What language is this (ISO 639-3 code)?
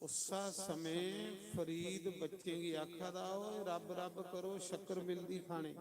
doi